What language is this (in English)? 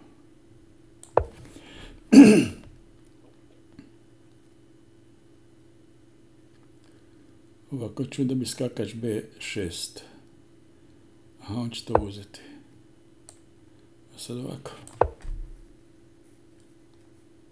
Croatian